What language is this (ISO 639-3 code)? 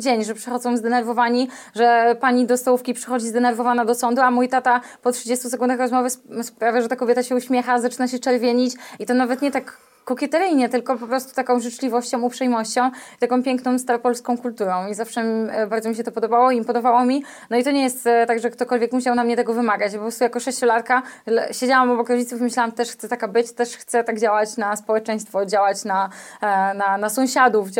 pol